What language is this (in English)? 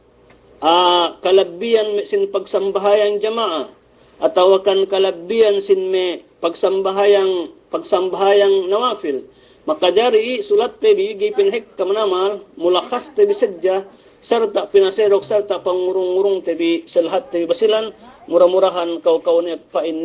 Yakan